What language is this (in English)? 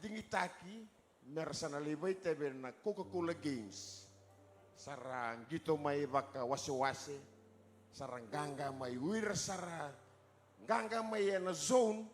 Fijian